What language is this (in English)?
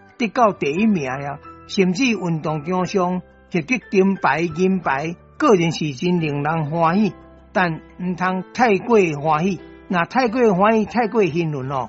Min Nan Chinese